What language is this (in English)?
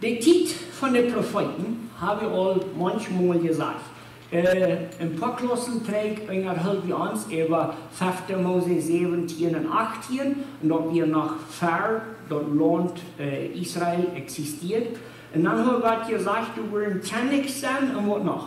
Plautdietsch